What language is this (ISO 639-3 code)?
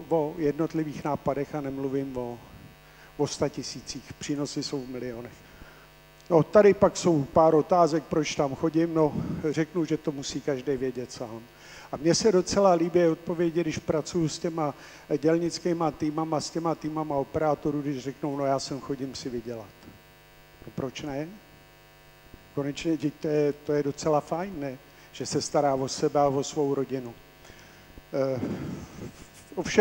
ces